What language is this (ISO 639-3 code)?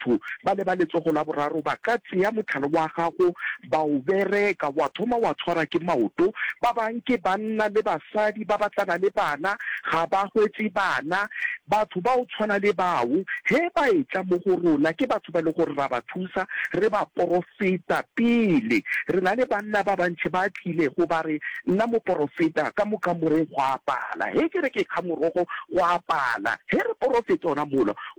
nso